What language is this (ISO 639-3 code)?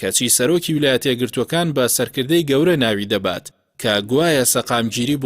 ckb